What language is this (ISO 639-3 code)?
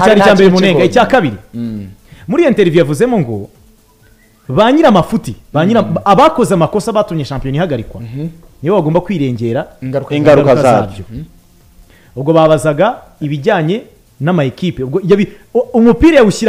kin